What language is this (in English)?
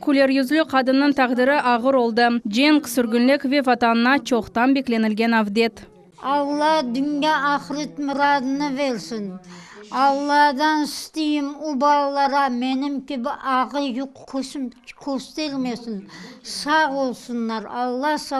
Crimean Tatar